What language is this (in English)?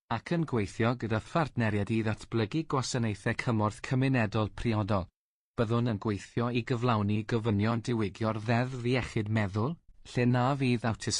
Welsh